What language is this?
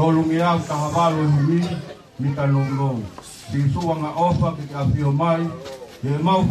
Tongan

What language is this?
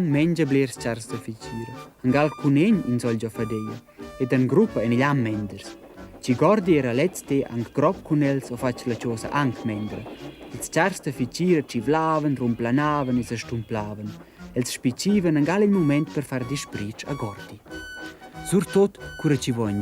Romansh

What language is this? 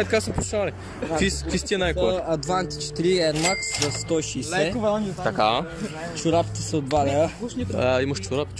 Bulgarian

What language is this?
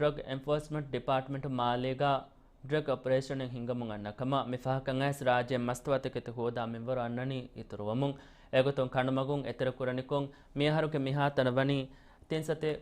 Divehi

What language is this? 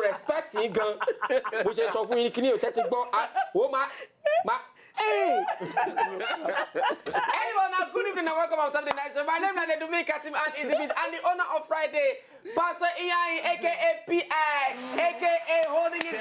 Nigerian Pidgin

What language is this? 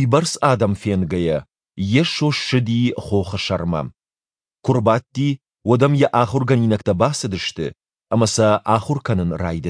Ossetic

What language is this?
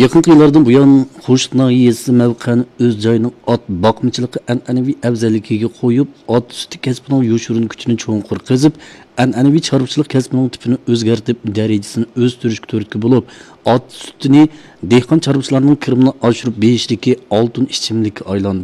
Uyghur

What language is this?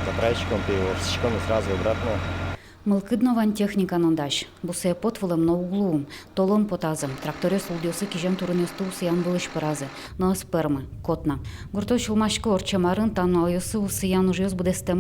Udmurt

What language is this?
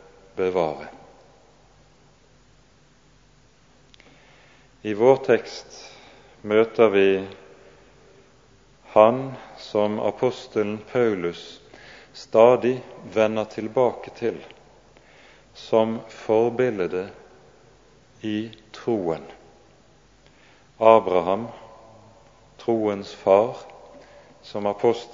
Norwegian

